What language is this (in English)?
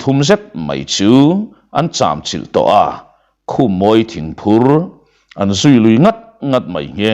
Mizo